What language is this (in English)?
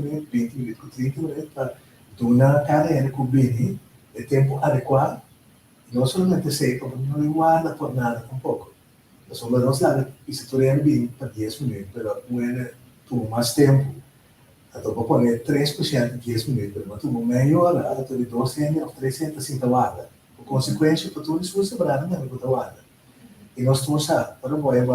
Papiamento